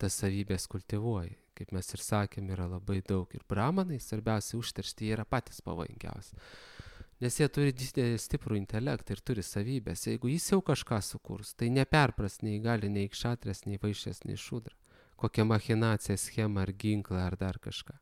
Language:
Lithuanian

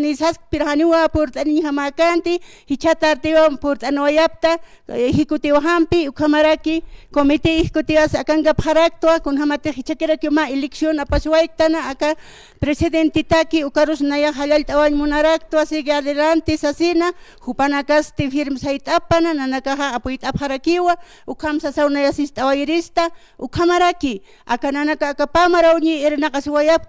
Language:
Aymara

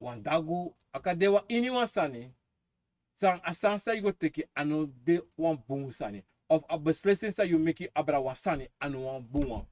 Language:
Sranan Tongo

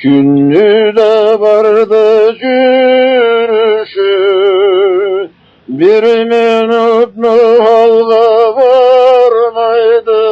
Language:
Karachay-Balkar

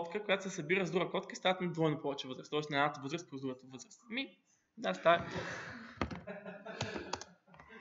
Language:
Bulgarian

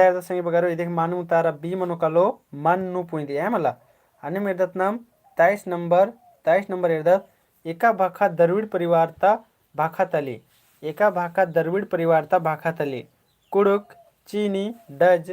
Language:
Kurukh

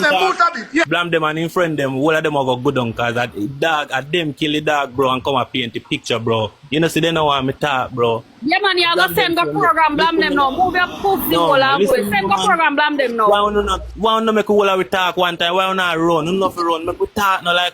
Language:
Jamaican Creole English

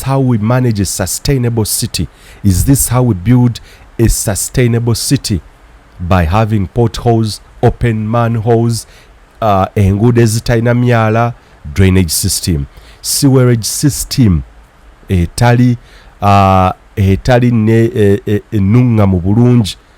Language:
Ganda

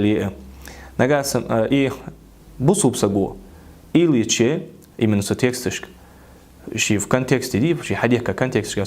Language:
Ingush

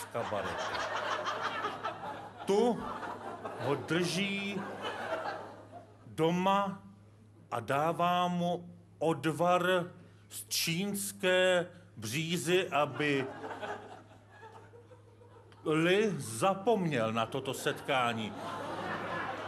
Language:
Czech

